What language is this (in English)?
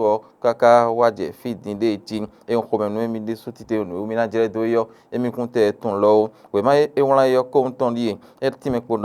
Fon